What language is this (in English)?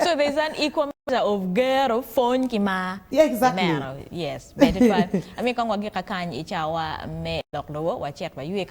Acoli